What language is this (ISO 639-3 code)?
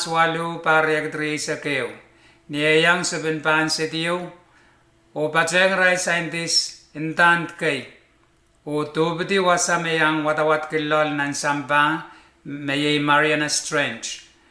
pon